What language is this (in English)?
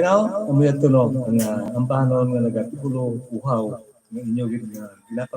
Hiligaynon